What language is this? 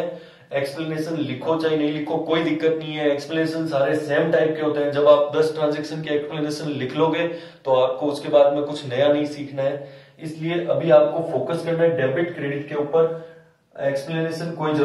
Hindi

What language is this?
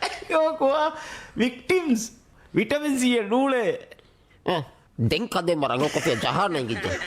Divehi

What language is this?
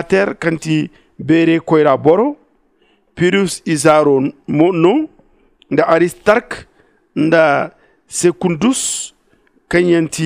Zarma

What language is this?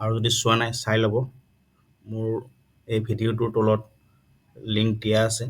Assamese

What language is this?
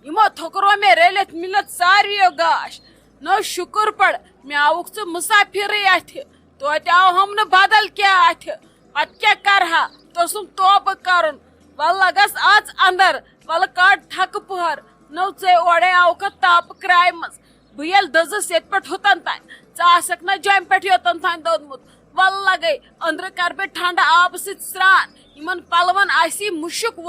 Kashmiri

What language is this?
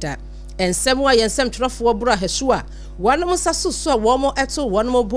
Akan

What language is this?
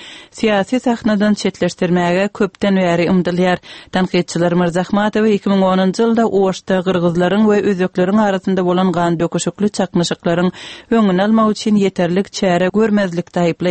Turkmen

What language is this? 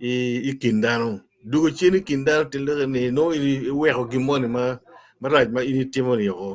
Acoli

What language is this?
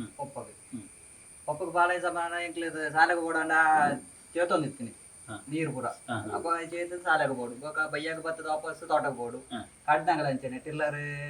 Tulu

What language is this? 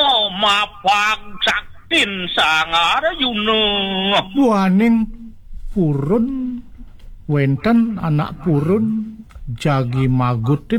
Balinese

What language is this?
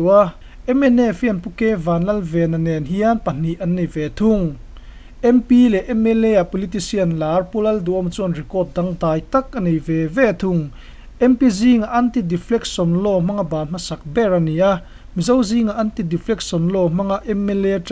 Mizo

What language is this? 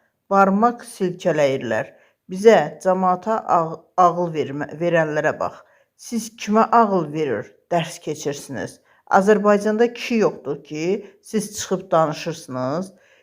Azerbaijani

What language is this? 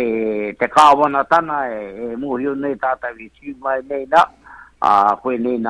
Māori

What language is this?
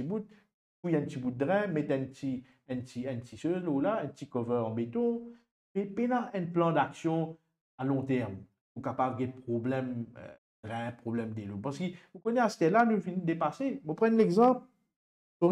Morisyen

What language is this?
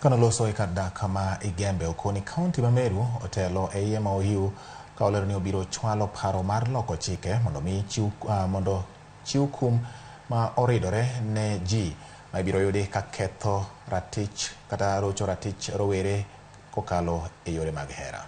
Luo (Kenya and Tanzania)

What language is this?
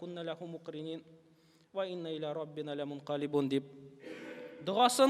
Tatar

